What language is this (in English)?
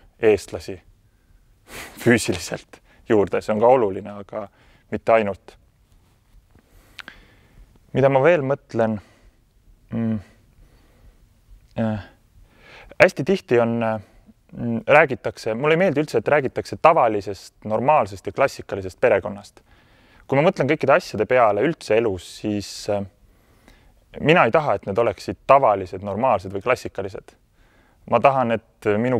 Estonian